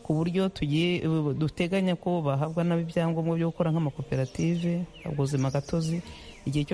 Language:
Kinyarwanda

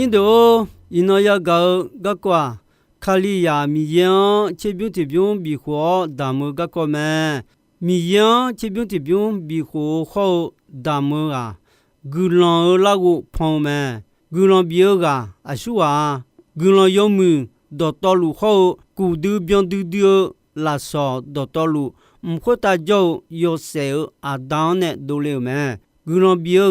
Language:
Akha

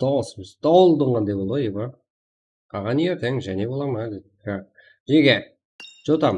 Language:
Kara-Kalpak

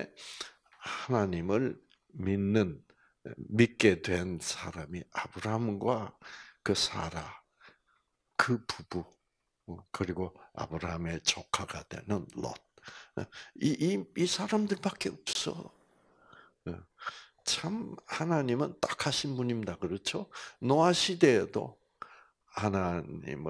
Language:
Korean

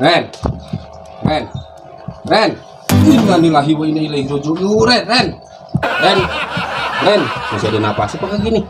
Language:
Betawi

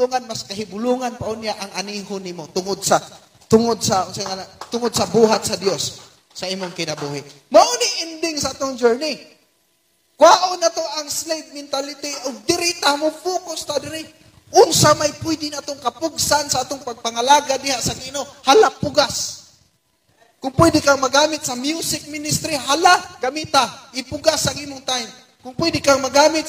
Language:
Cebuano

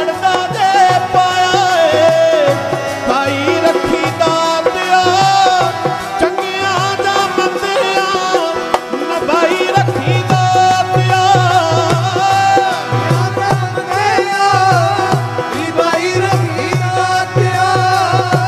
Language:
Punjabi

